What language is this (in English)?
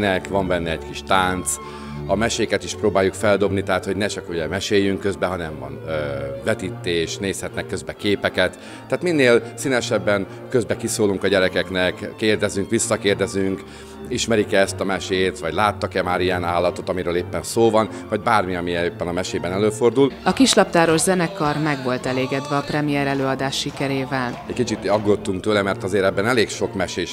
Hungarian